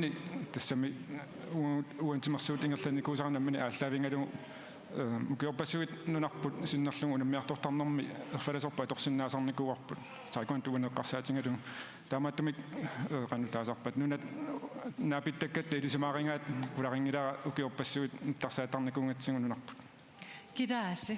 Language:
Kalaallisut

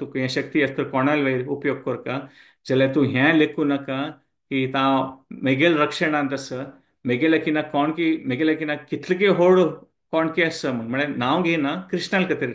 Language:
Konkani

